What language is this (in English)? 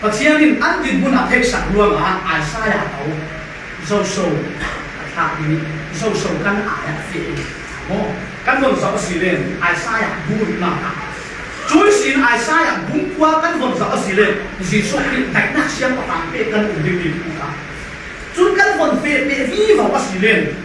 Falam Chin